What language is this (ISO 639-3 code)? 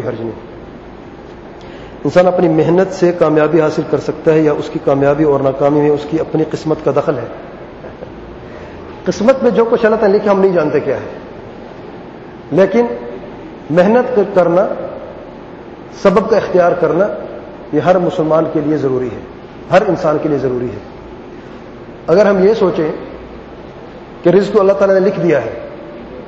urd